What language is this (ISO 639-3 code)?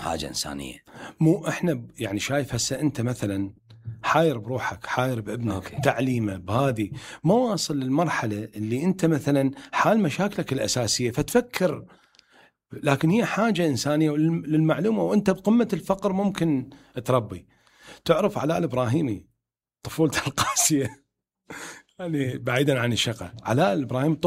acm